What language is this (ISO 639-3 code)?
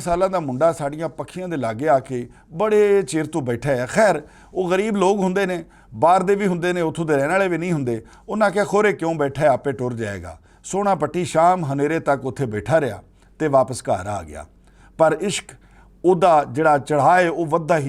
lah